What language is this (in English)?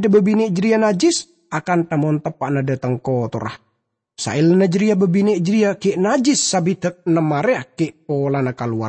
Madurese